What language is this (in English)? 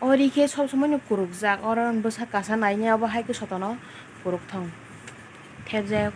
Kok Borok